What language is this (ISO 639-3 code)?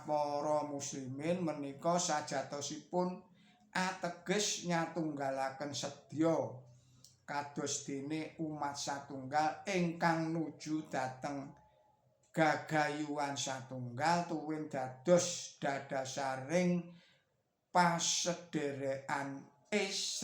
jav